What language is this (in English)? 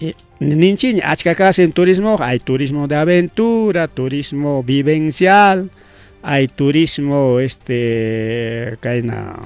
Ayacucho Quechua